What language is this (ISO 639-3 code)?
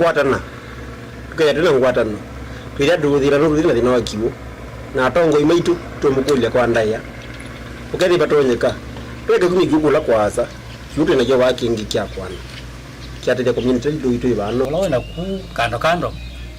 kam